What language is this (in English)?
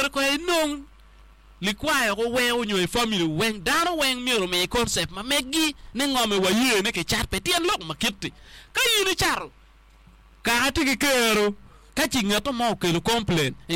Acoli